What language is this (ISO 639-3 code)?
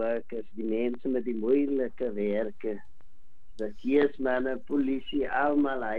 afr